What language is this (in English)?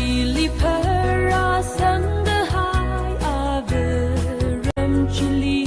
Tangkhul Naga (India)